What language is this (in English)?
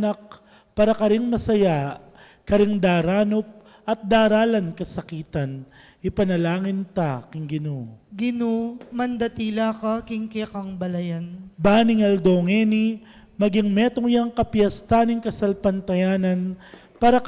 Pampanga